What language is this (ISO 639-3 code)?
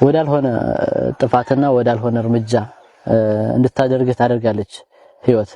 amh